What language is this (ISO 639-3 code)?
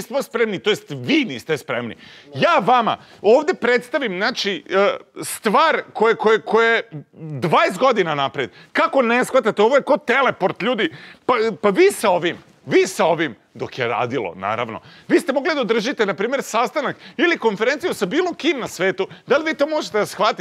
srp